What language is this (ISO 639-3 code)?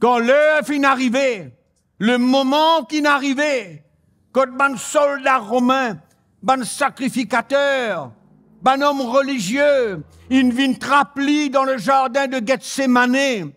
mfe